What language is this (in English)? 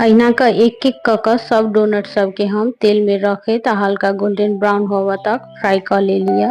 Maithili